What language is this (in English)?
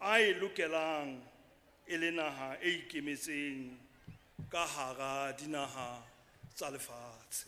Southern Sotho